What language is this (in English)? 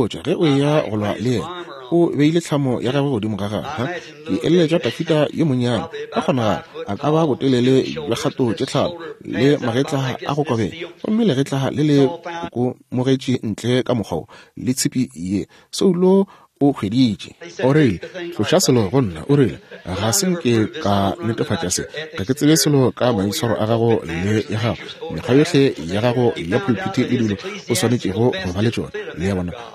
Northern Sotho